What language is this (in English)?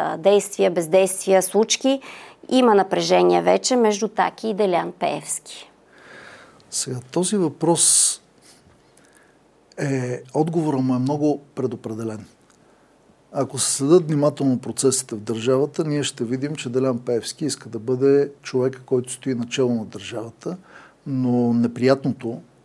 Bulgarian